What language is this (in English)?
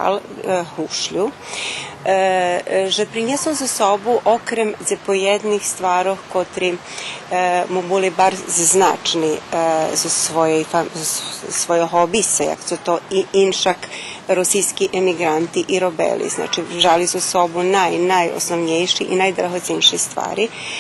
Rusyn